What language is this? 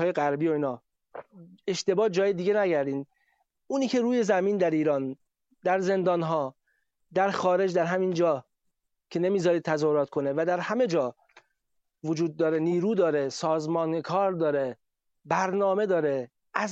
Persian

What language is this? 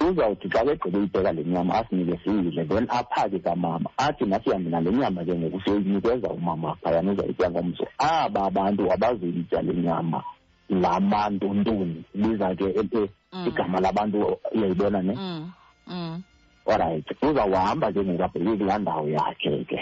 Xhosa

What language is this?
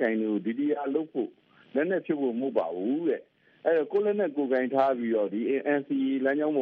Burmese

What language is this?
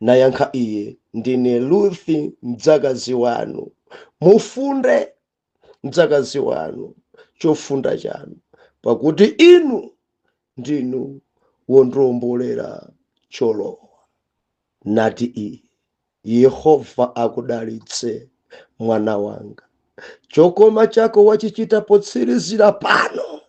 Nyanja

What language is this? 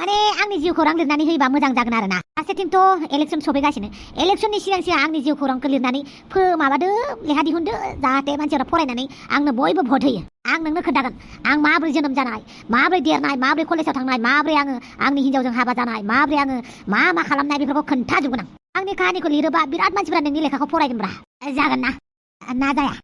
Bodo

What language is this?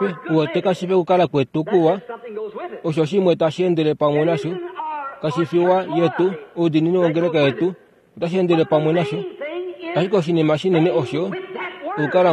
Kuanyama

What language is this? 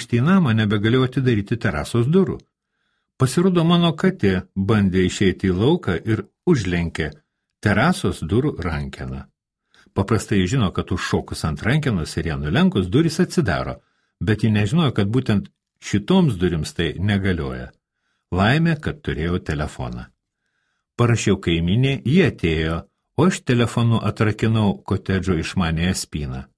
Lithuanian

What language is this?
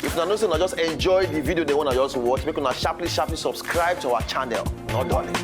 Nigerian Pidgin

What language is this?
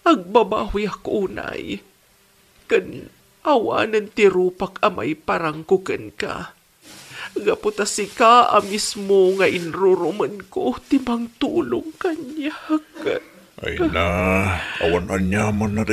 Iloko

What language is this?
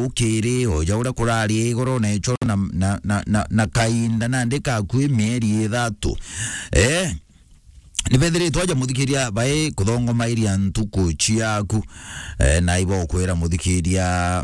Meru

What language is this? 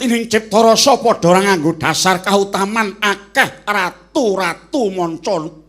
Javanese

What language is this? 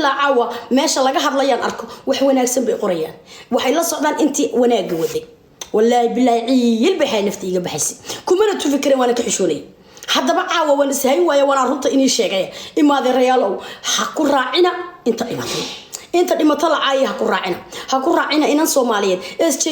Somali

